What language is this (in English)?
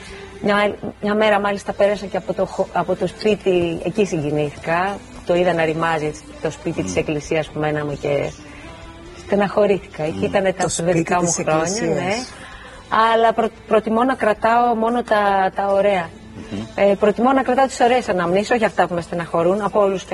Greek